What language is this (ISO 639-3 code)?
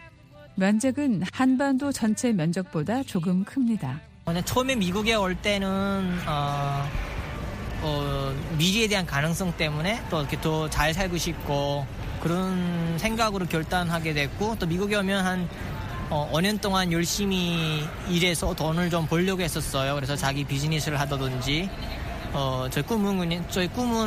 kor